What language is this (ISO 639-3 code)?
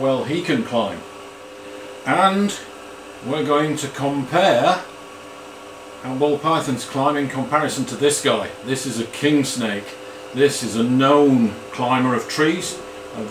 eng